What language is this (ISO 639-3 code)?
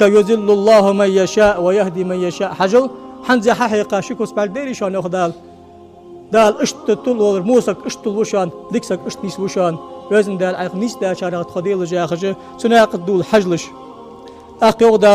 inh